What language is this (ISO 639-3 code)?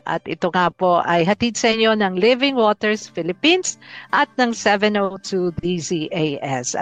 fil